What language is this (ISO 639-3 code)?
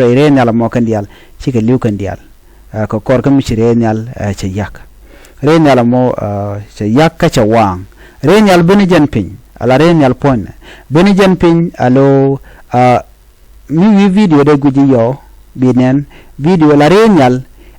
nus